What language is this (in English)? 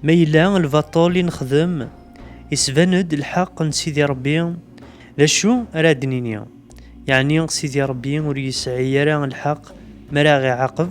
Kabyle